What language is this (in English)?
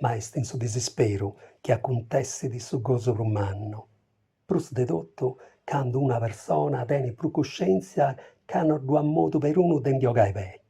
Sardinian